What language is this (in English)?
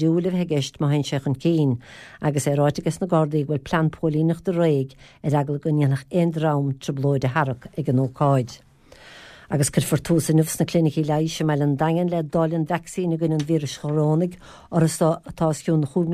Irish